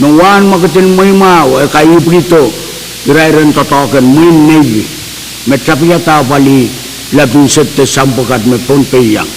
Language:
Pohnpeian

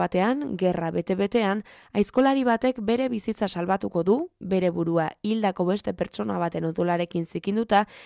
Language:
Basque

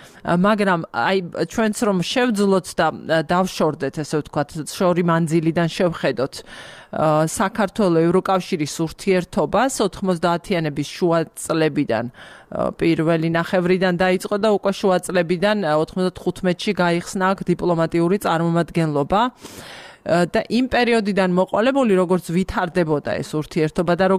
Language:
Georgian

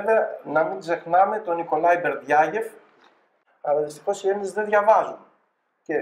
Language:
Greek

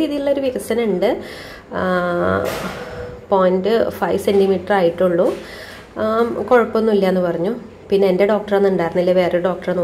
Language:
Malayalam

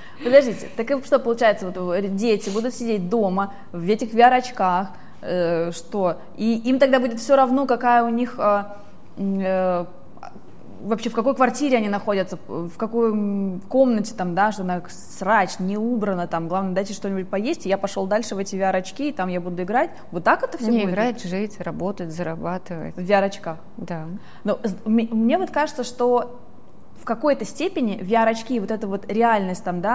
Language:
Russian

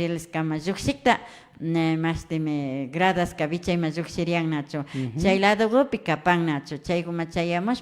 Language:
Imbabura Highland Quichua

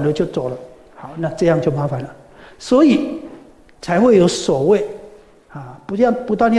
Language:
Chinese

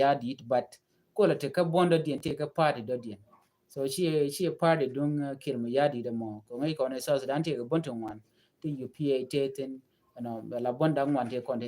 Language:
Nuer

